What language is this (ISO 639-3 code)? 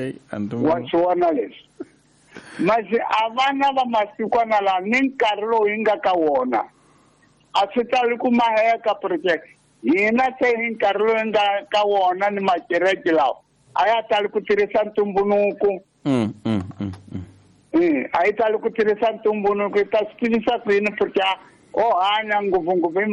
tso